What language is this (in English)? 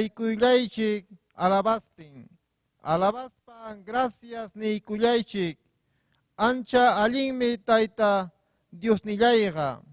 Ayacucho Quechua